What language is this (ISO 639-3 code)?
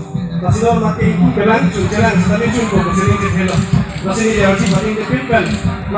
mjw